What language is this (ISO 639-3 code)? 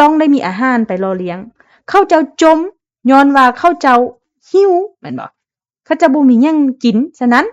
lao